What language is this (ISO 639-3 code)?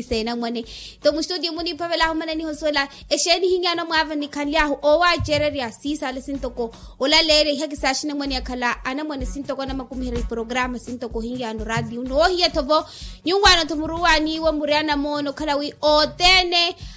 vmw